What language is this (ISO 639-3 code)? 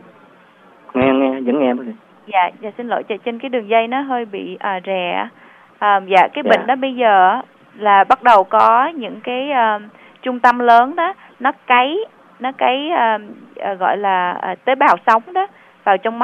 vie